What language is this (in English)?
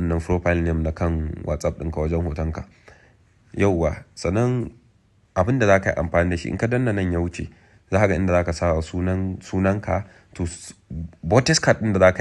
Hausa